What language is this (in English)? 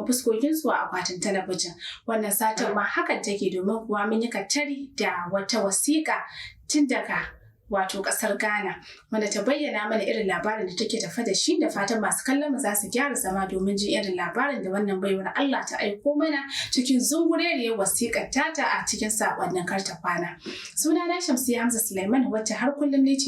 Hausa